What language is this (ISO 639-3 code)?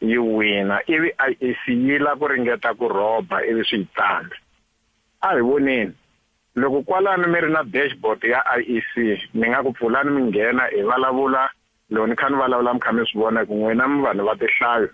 tso